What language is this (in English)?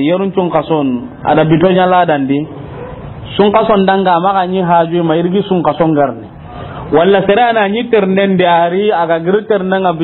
Soninke